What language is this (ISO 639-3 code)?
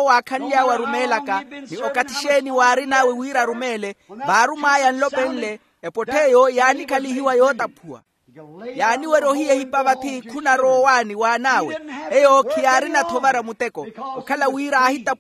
vmw